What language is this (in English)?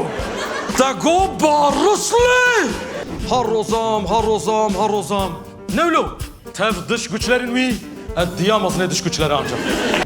Kurdish